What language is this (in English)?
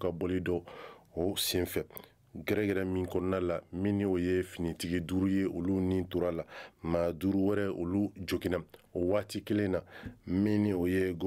Bambara